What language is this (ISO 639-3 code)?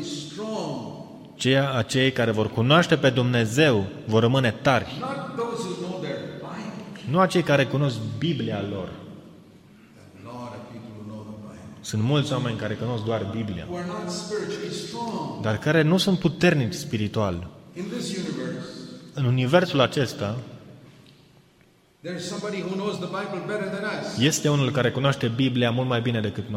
ron